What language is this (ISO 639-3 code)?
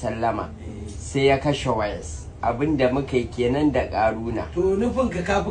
hau